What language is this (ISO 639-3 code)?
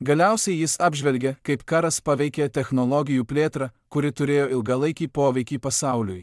lit